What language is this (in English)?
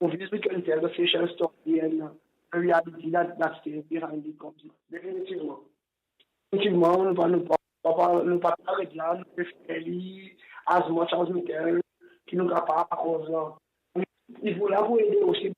Seselwa Creole French